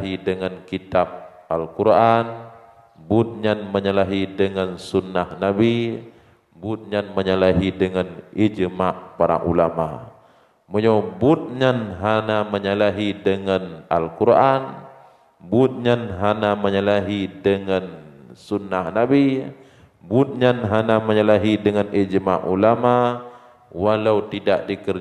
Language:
Achinese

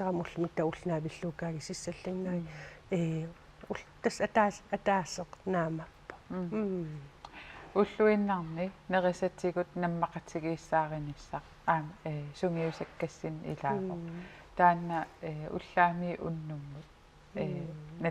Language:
Kalaallisut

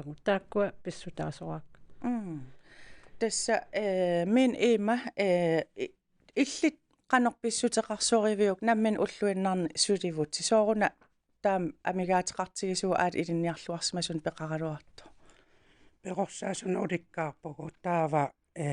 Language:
Kalaallisut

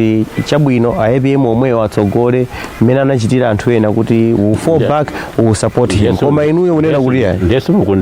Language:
Nyanja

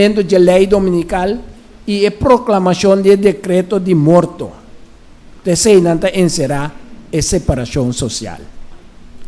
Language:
Papiamento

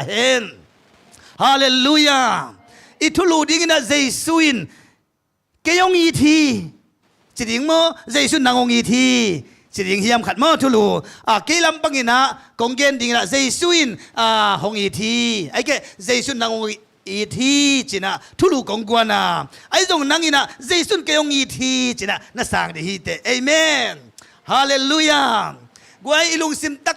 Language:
Tedim Chin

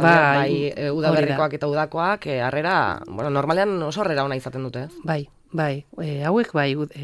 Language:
Basque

